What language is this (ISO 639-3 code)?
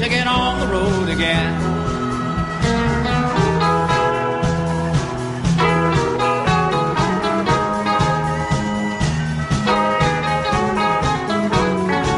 eng